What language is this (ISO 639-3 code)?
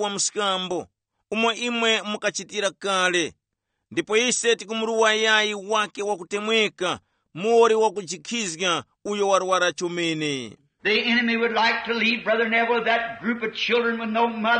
tum